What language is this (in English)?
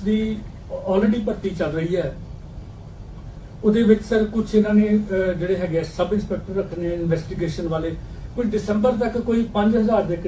Punjabi